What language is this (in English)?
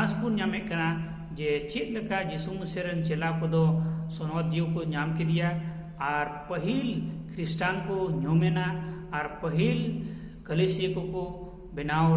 Santali